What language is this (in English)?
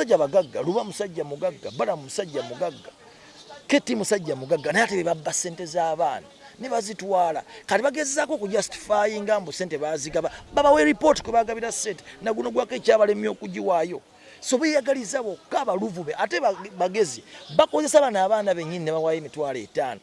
Ganda